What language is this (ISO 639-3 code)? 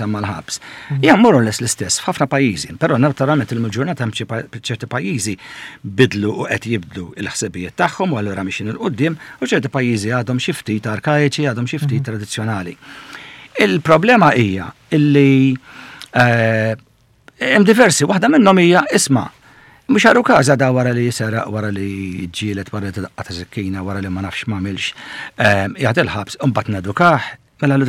mlt